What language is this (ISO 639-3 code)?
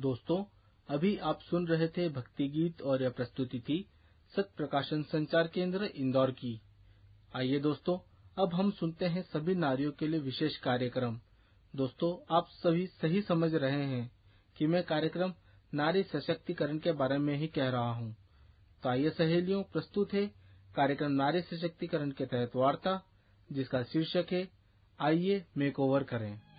hin